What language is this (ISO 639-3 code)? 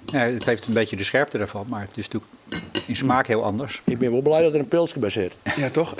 fry